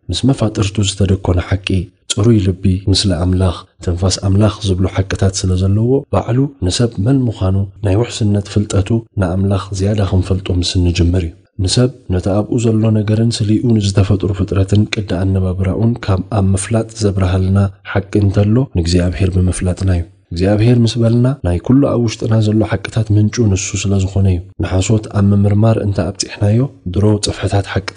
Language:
Tigrinya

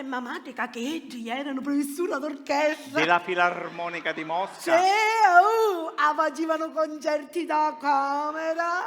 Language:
Sicilian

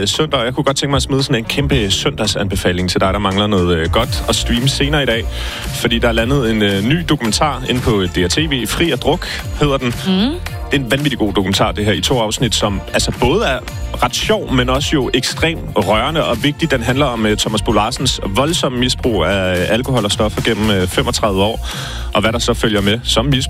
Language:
Danish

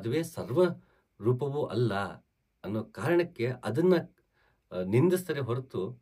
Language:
Kannada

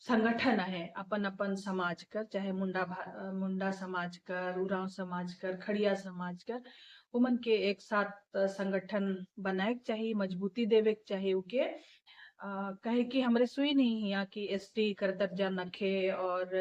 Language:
Sadri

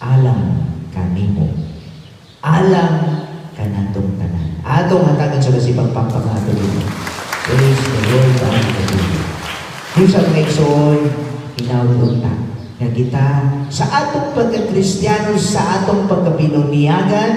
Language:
Cebuano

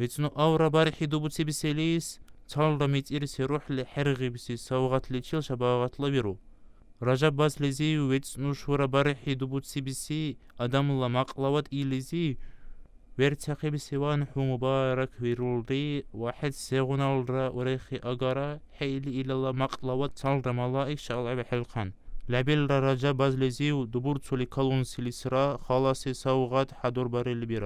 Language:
Dargwa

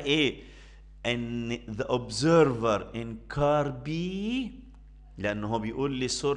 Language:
Egyptian Arabic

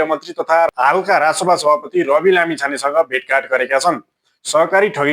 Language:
Nepali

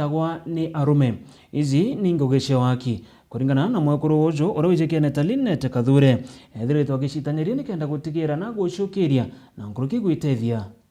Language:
Meru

